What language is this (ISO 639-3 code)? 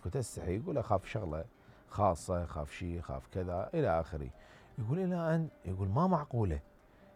acm